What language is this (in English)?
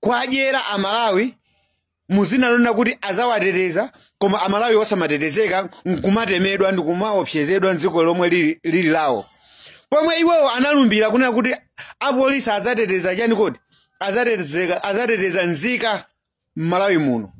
Nyanja